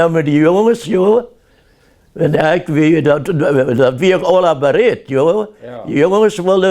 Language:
Plautdietsch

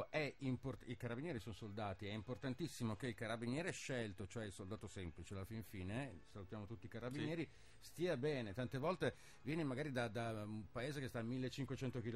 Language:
Italian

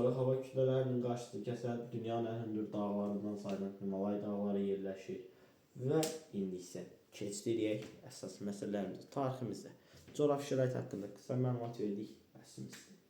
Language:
Azerbaijani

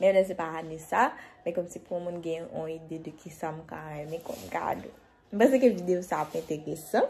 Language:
Haitian Creole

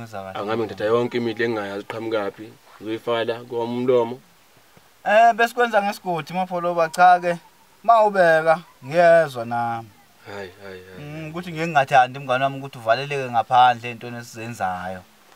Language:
Zulu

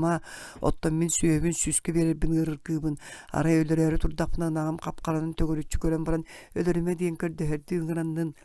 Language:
Yakut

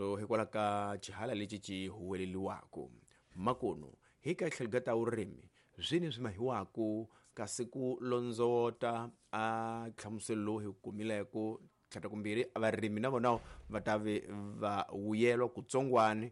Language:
Tsonga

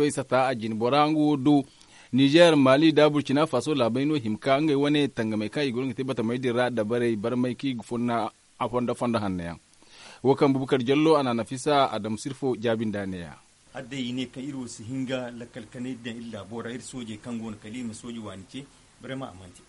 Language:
Zarma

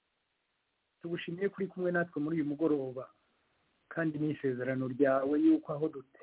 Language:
Kinyarwanda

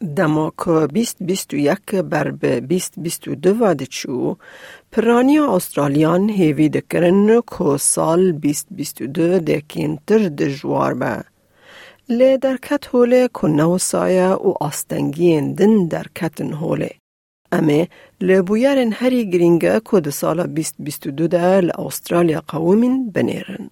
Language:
Kurdish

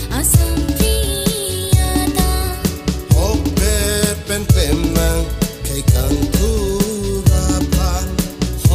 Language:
Karbi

